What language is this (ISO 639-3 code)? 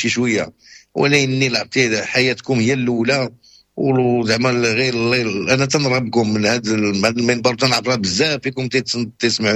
ary